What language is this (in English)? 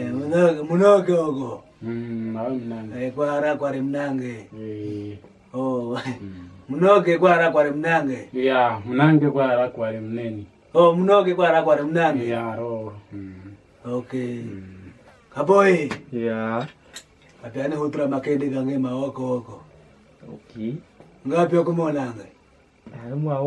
Kwangali